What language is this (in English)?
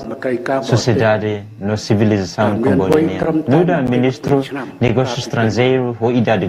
Tetum